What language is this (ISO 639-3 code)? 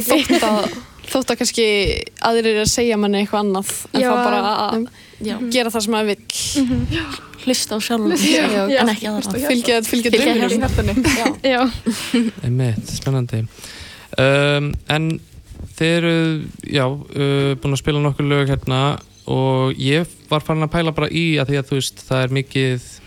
isl